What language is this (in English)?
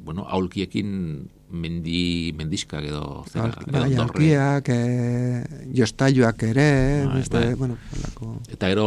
Basque